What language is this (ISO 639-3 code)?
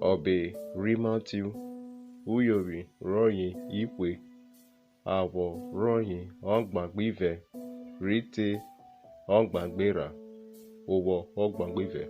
urh